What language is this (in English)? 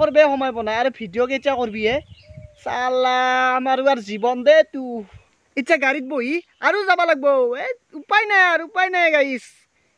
Assamese